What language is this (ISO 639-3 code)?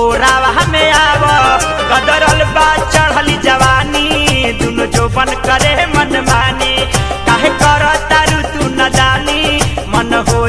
bho